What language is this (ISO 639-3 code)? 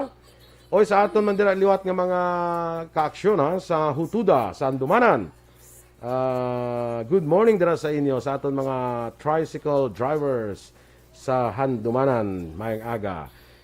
hil